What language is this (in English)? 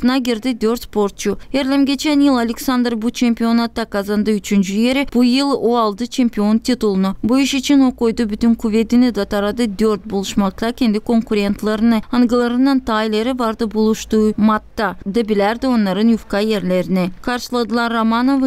Gagauz